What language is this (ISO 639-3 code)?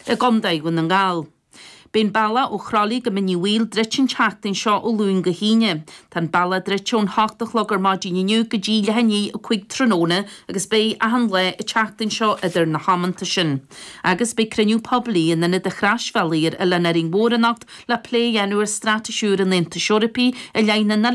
gle